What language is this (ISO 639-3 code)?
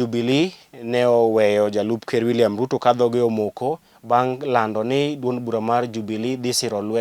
luo